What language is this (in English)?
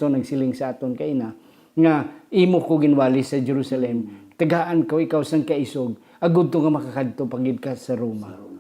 Hiligaynon